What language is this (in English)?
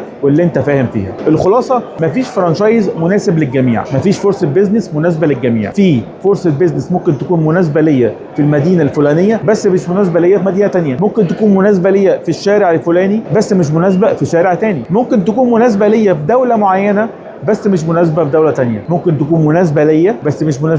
Egyptian Arabic